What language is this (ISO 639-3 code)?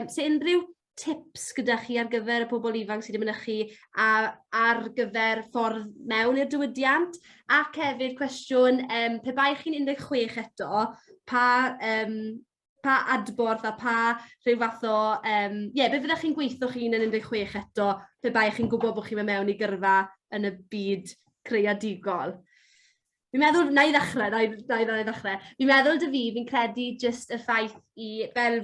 cym